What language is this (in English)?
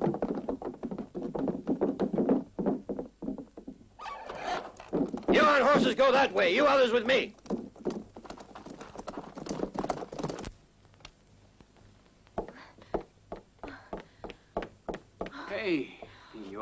Persian